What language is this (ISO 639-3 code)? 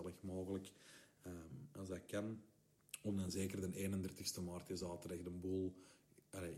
nld